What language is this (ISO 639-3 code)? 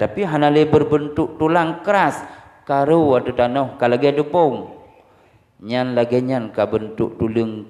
ace